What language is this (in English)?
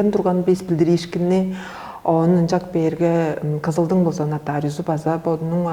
Tuvinian